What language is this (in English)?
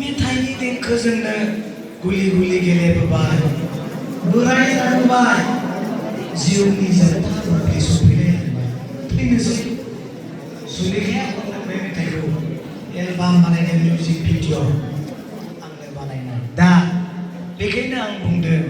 Bodo